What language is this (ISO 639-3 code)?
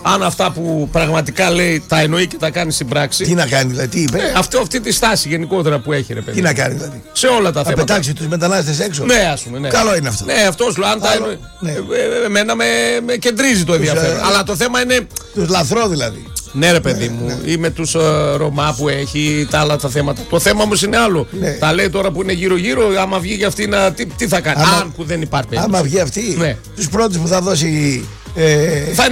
ell